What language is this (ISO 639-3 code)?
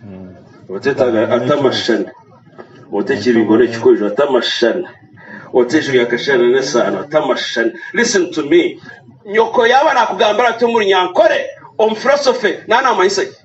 nyn